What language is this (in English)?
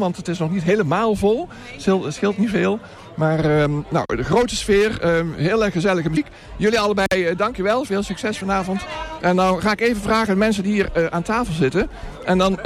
Dutch